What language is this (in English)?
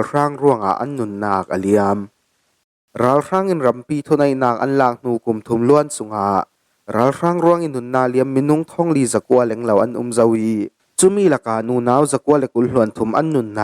Falam Chin